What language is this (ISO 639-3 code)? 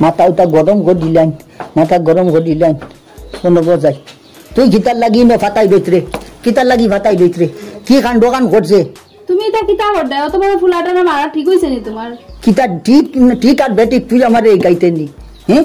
syl